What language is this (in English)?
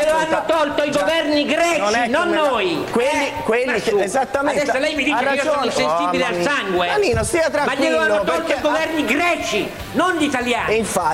Italian